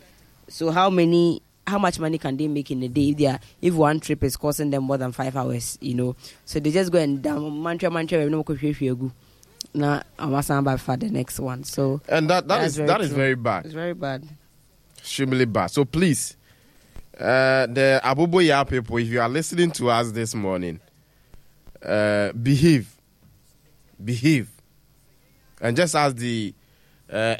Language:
English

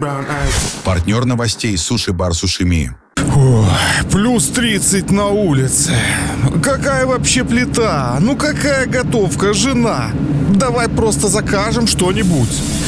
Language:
Russian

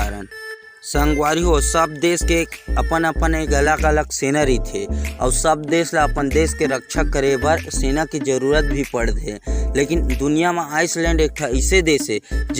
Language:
Chhattisgarhi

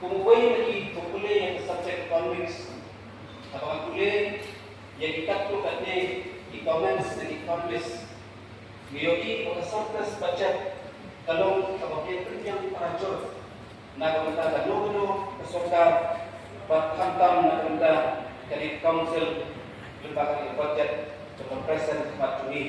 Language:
Khasi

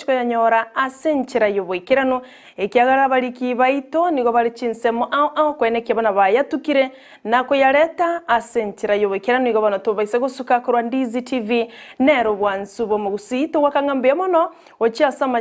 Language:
Gusii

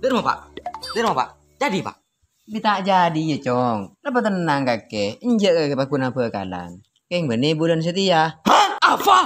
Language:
Madurese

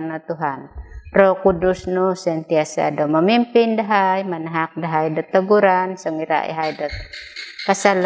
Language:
Central Dusun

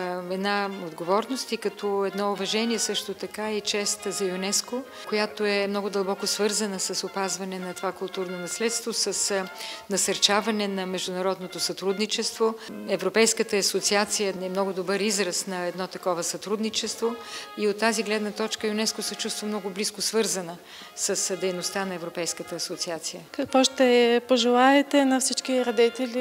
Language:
Bulgarian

